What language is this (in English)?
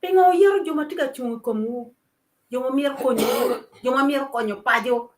Acoli